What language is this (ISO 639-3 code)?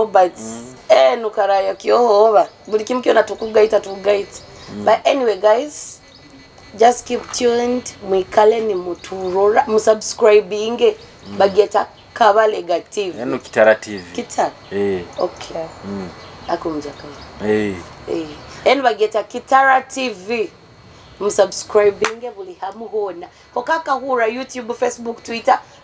nyo